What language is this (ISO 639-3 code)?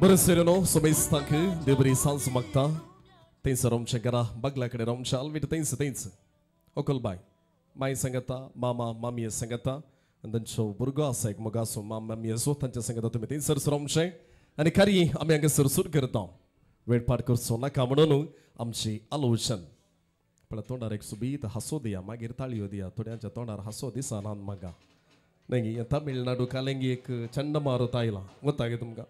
kok